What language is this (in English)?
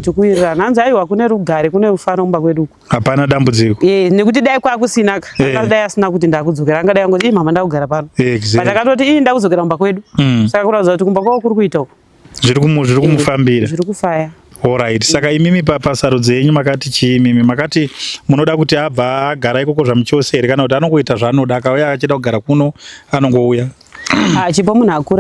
Shona